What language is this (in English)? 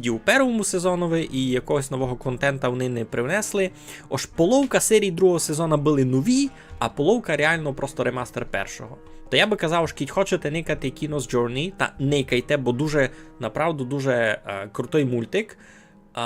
Rusyn